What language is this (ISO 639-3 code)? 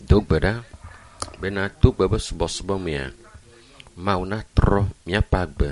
ewe